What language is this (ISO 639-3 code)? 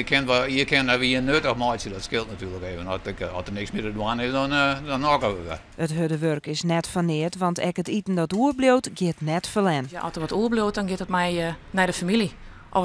fry